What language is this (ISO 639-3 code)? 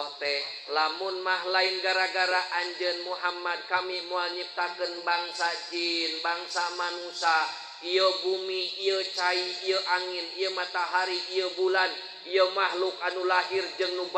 sun